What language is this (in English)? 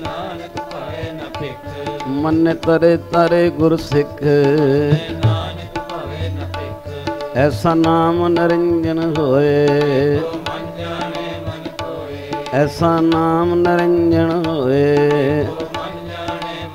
Punjabi